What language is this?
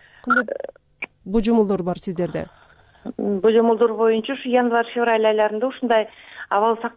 Kyrgyz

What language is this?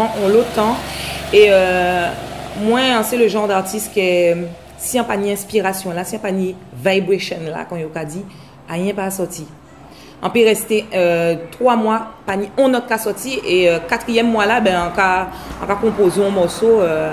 Guadeloupean Creole French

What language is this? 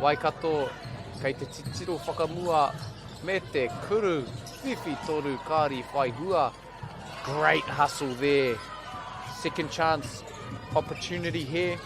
Māori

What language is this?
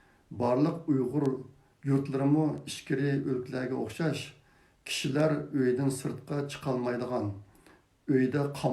Uyghur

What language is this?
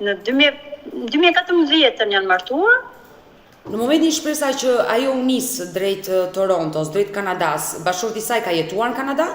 Albanian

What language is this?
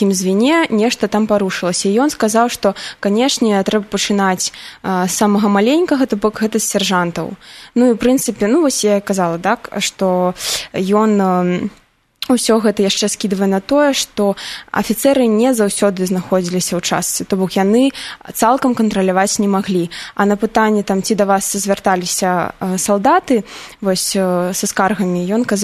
Belarusian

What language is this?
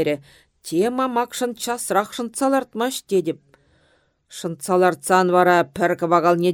Chuvash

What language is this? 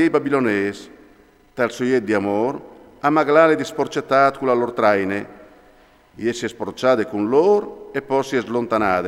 Friulian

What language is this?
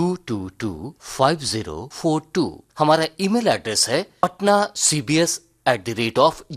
Hindi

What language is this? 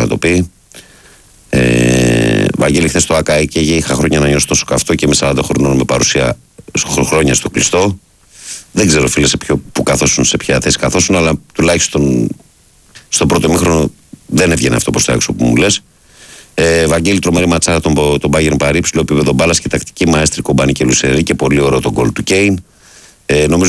Greek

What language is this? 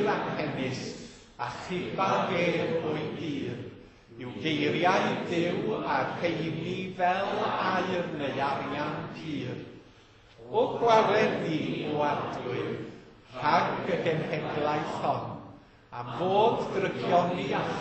Welsh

